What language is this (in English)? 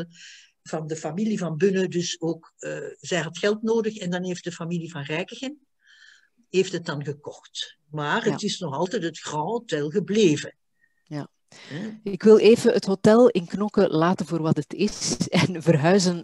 Dutch